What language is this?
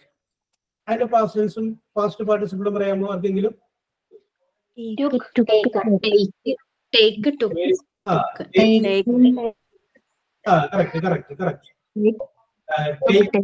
Malayalam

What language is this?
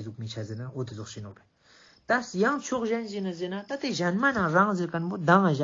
Ladakhi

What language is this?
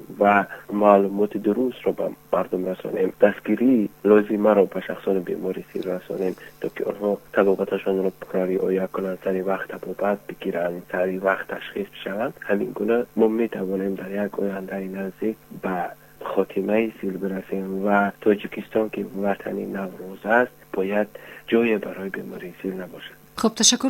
Tajik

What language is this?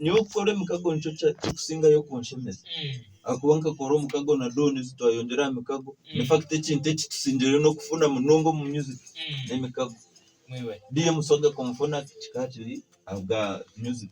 Nyankole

